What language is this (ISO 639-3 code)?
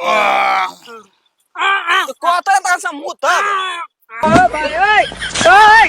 mai